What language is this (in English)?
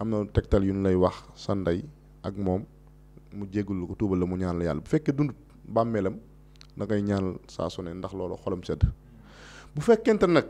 Wolof